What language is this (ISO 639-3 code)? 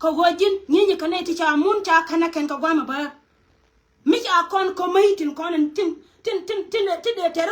nus